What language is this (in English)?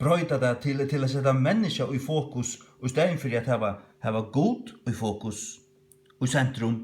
Faroese